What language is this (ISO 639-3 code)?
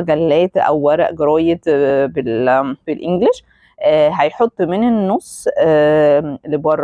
arz